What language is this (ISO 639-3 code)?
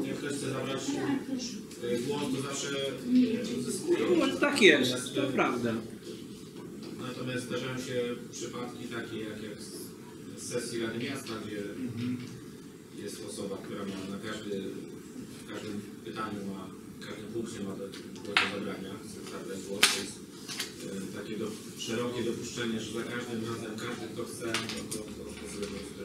pol